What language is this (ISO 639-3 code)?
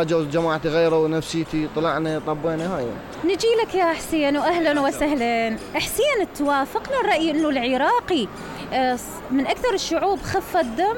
acm